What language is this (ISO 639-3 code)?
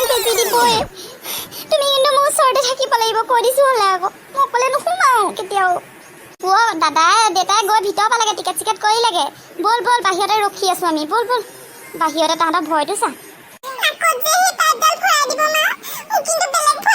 asm